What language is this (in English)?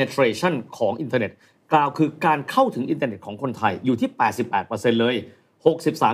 Thai